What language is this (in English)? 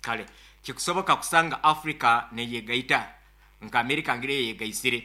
Nyoro